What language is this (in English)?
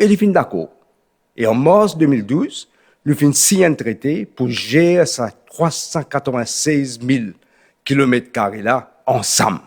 Morisyen